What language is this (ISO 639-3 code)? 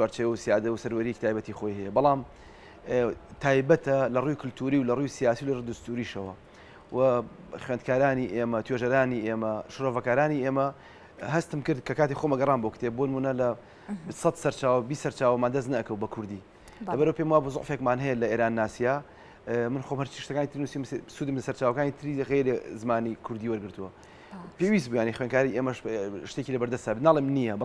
ckb